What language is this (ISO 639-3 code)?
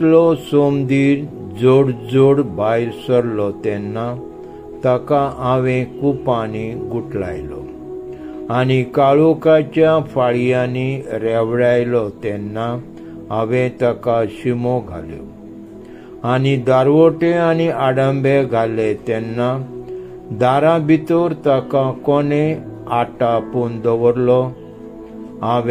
kok